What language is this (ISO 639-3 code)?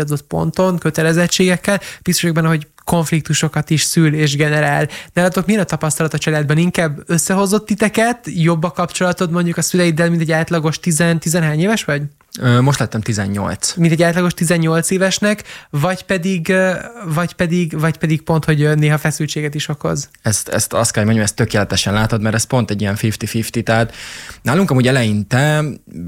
hun